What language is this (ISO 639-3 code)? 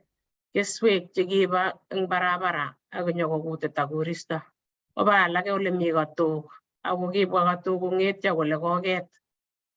kln